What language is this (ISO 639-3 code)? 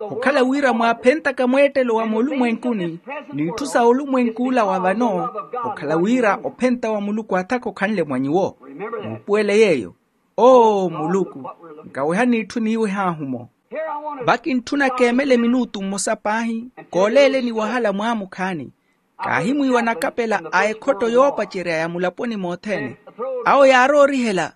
vmw